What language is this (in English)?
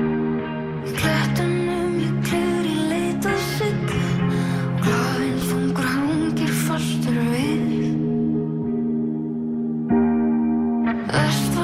Icelandic